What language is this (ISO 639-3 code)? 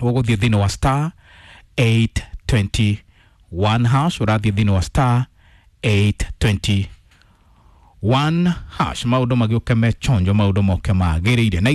kik